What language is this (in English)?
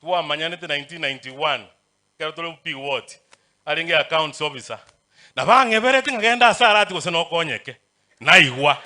Gusii